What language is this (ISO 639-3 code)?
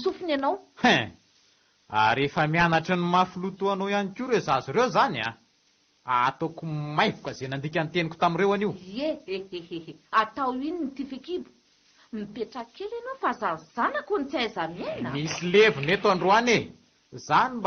mlg